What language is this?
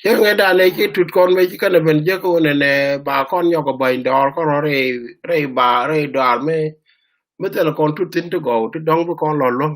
Nuer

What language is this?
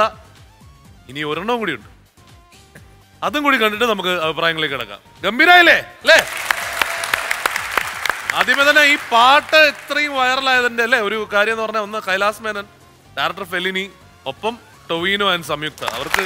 Malayalam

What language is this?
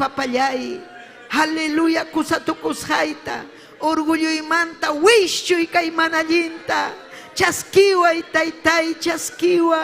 Ayacucho Quechua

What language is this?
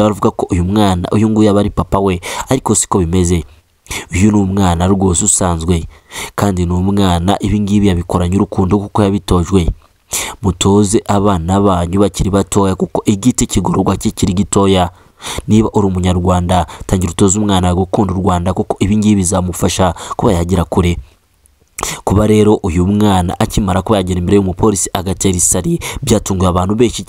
Kinyarwanda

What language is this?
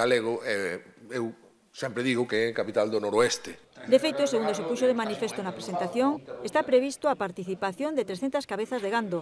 Galician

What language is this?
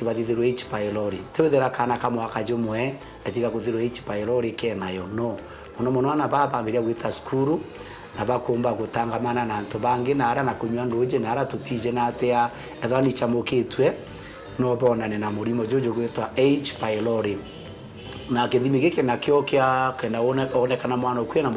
Meru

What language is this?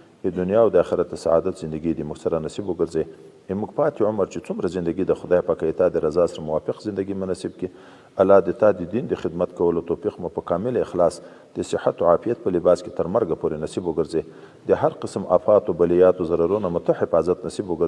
Pashto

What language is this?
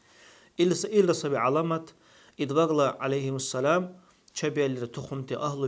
Dargwa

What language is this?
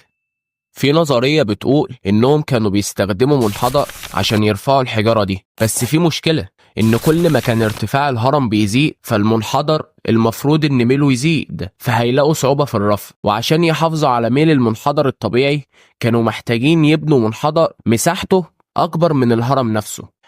Egyptian Arabic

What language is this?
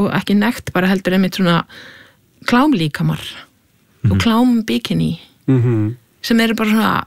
Icelandic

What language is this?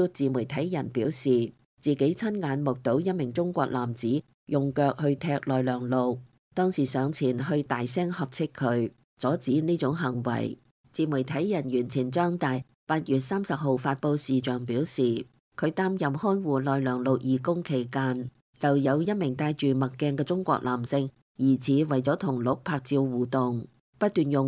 Cantonese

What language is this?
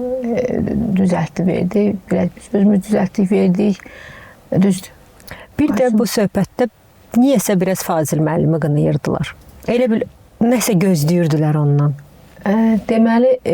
Azerbaijani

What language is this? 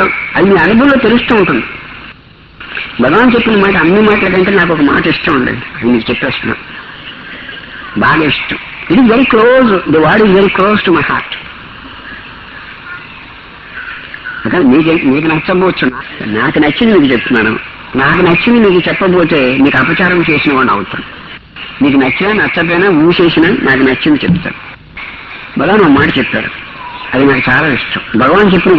Telugu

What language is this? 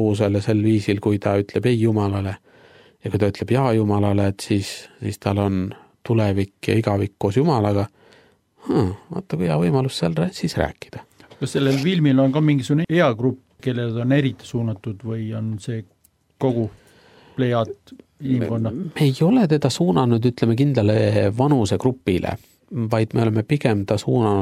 Estonian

